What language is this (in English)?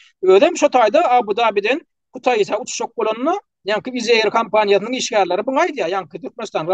Turkmen